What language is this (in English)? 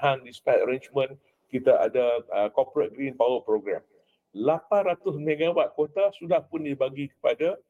Malay